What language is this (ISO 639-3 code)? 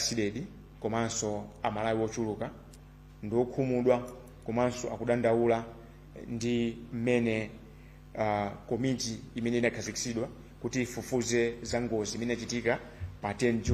nya